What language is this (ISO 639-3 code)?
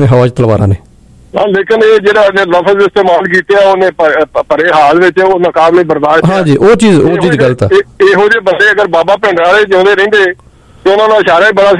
pan